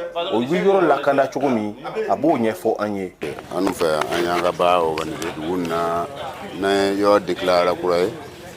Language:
Bambara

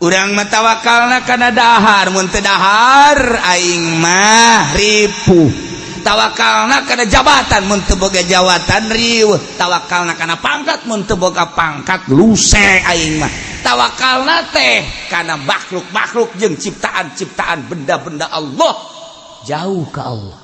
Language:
Sundanese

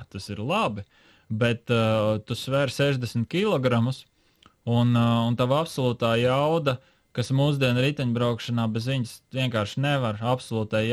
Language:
Latvian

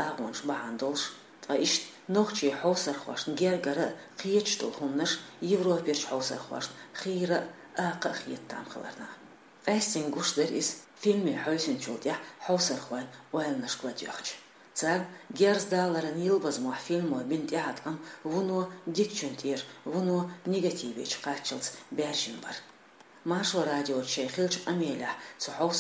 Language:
Chechen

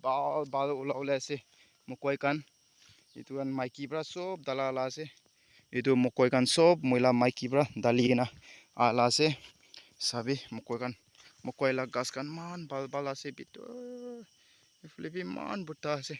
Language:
Naga Pidgin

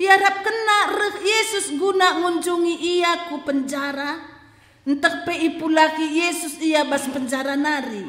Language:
Batak Karo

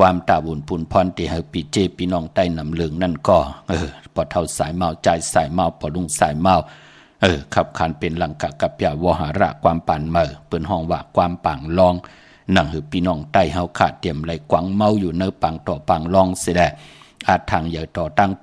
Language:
Shan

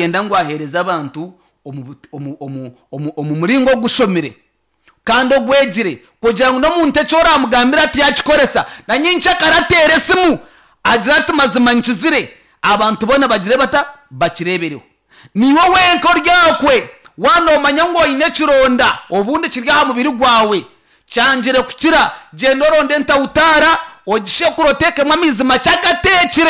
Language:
Nyankole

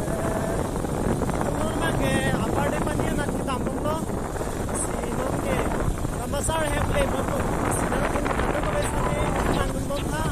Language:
Karbi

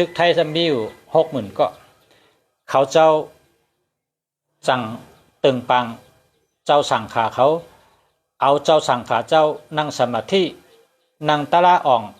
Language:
Shan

